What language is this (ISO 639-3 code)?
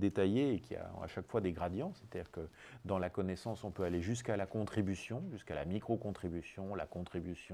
fra